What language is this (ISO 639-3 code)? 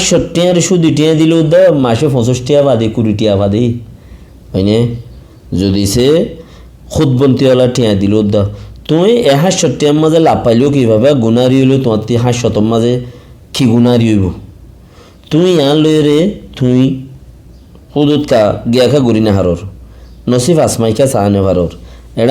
rhg